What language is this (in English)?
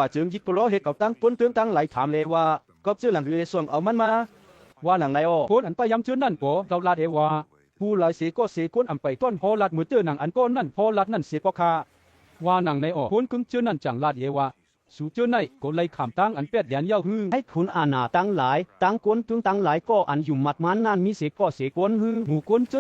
Shan